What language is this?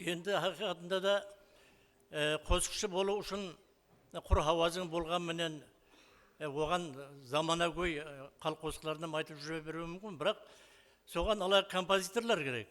Kara-Kalpak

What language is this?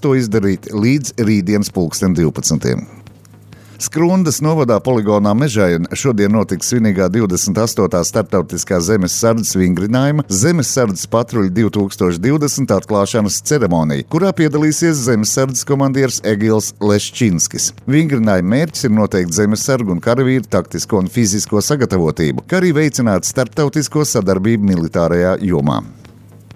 Latvian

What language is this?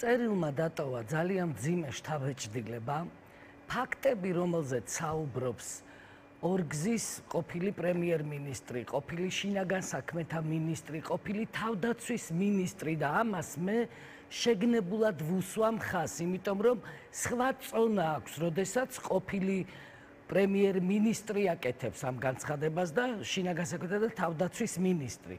Georgian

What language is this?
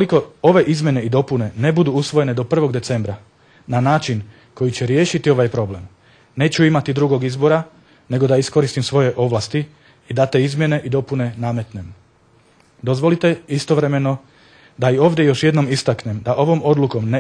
Bosnian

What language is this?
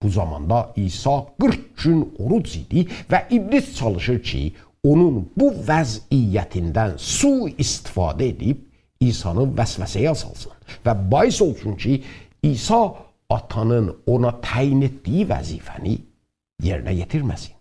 South Azerbaijani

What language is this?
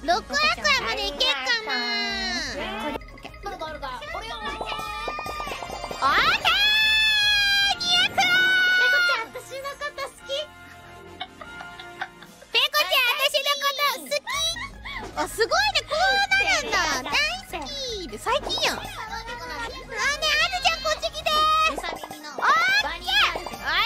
Japanese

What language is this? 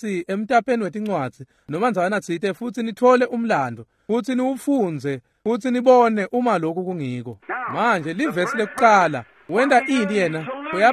Swati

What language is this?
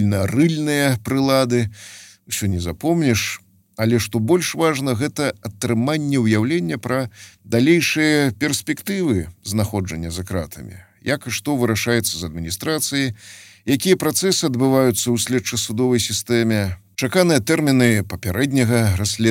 Belarusian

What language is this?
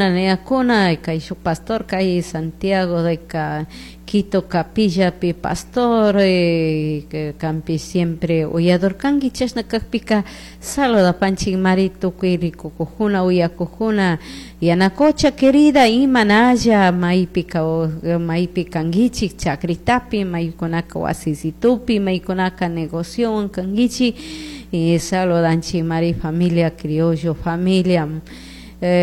Chimborazo Highland Quichua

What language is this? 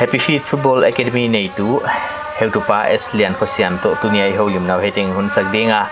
Paite Chin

